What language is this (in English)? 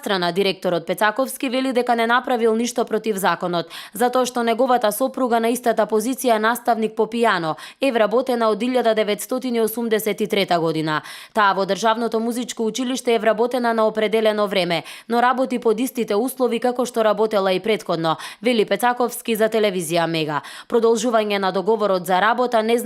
Macedonian